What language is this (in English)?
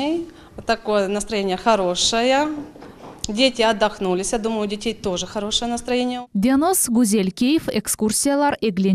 Crimean Tatar